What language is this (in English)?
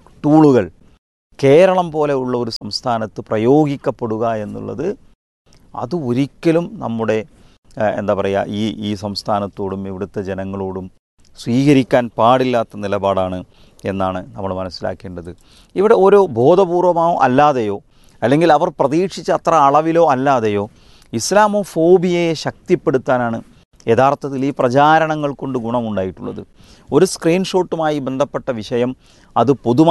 Malayalam